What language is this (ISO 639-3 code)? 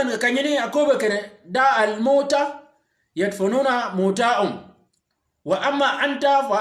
shk